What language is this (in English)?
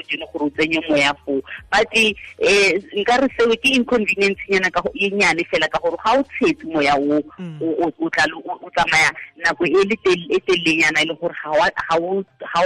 Tswana